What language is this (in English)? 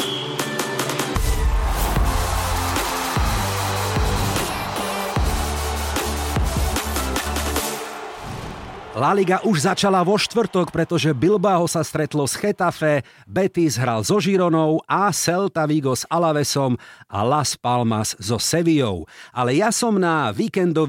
Slovak